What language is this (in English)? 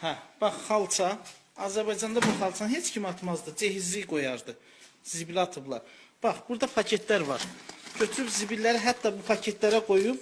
Azerbaijani